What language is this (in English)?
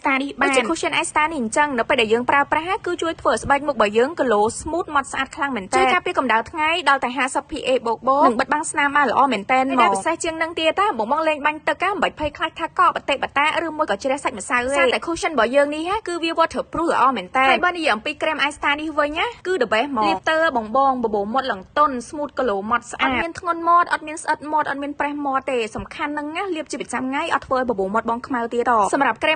Khmer